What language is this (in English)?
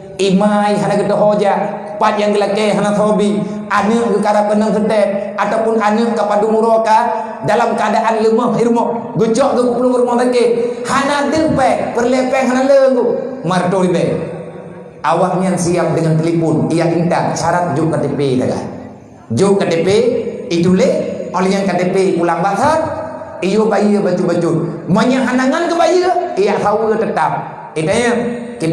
Achinese